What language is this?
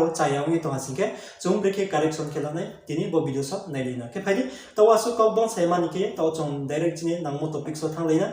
Riang (India)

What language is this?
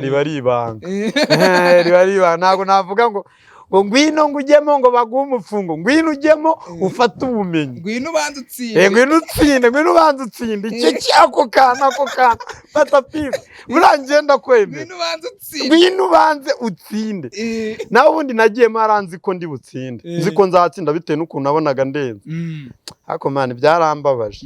Kinyarwanda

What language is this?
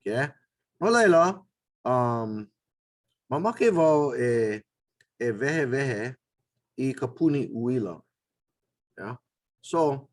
Hawaiian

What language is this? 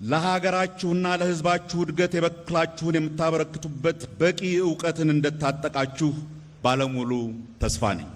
Amharic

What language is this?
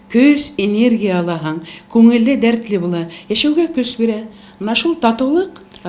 Bashkir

